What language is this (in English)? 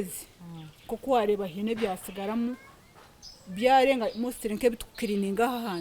Nyankole